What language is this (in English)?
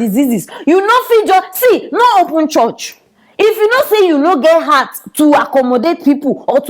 Nigerian Pidgin